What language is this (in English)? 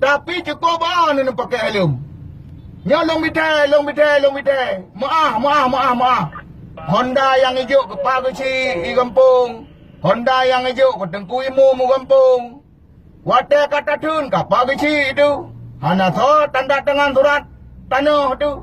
Achinese